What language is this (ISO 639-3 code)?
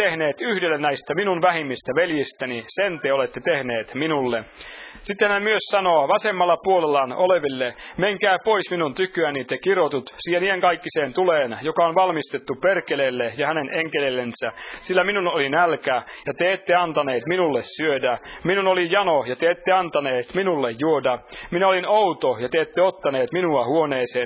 fin